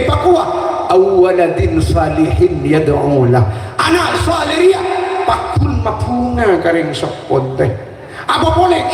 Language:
Madurese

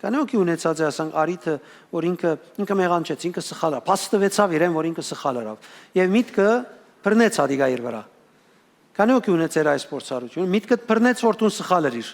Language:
Western Armenian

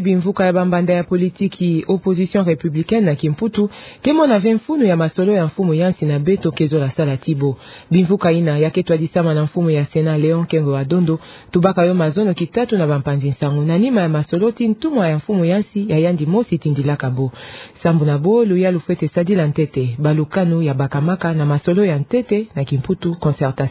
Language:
Kituba (Democratic Republic of Congo)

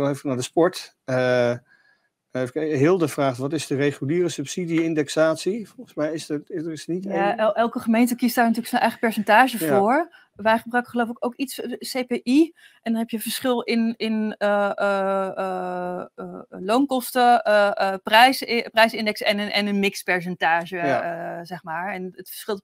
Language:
Dutch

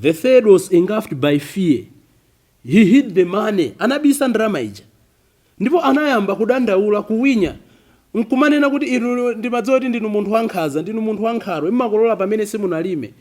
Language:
Nyanja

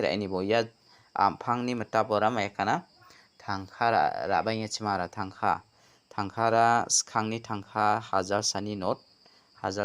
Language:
Garo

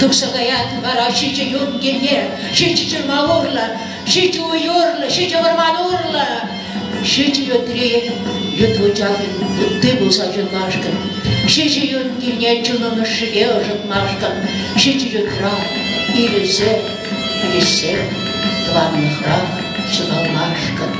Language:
Chuvash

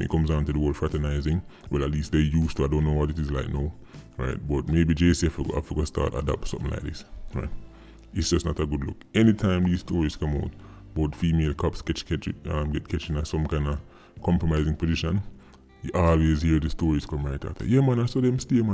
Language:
Jamaican Creole English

